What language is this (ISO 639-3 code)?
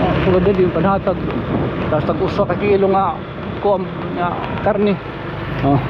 war